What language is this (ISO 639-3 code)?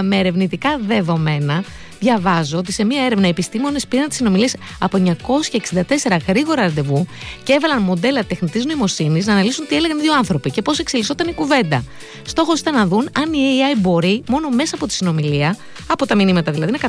ell